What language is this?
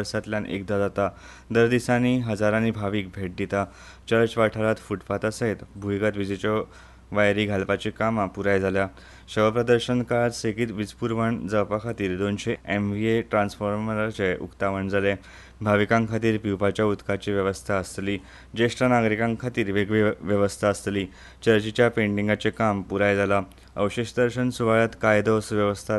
Konkani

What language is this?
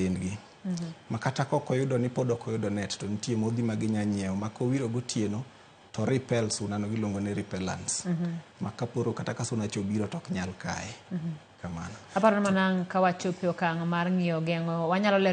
Luo (Kenya and Tanzania)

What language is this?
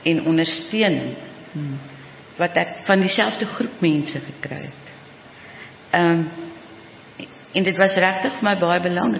Afrikaans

